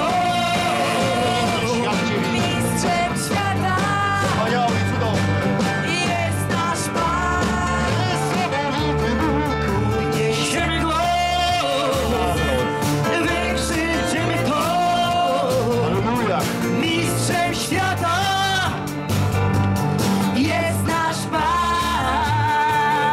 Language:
Polish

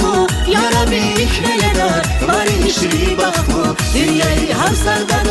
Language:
Tabassaran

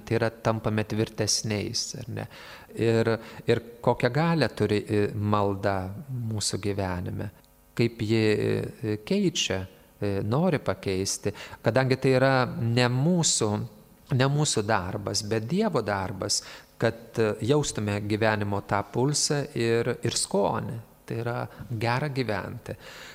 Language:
Lithuanian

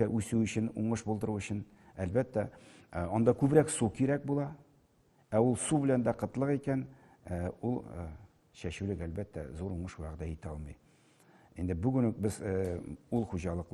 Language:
Tatar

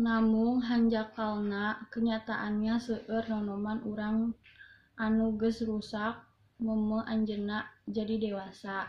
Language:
Sundanese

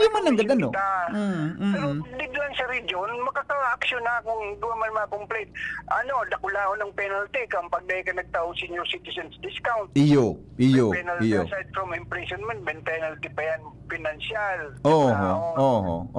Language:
Bikol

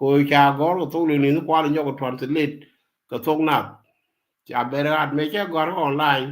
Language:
Nuer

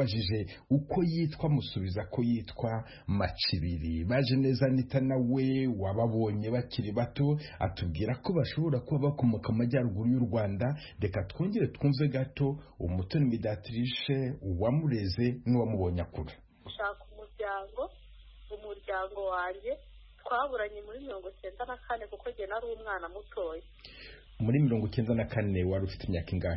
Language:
Kinyarwanda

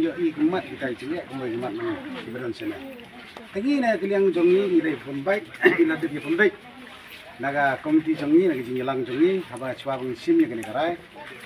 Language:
Khasi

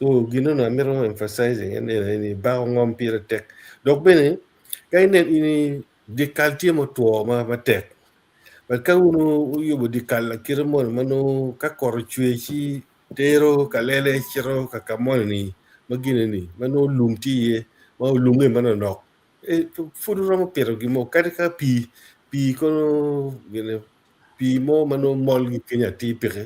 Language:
Acoli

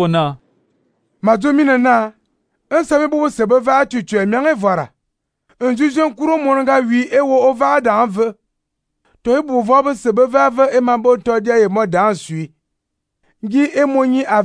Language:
Fang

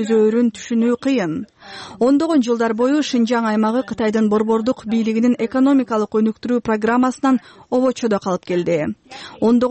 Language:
Kyrgyz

